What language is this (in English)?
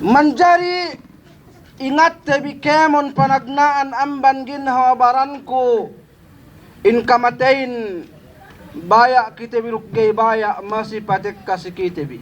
Yakan